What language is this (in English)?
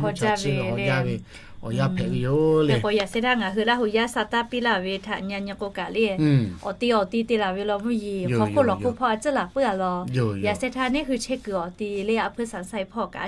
Lahu